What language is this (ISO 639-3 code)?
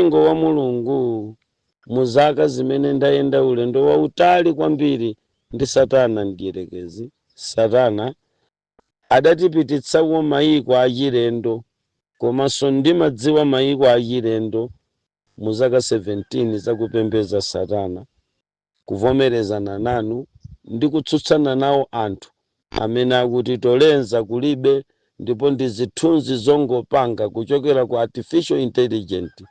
nya